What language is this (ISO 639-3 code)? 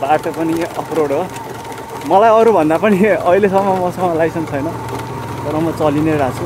nep